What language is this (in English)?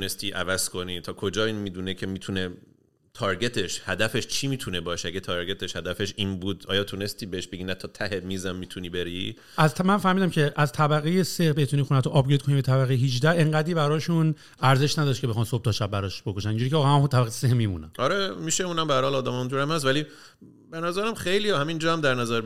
Persian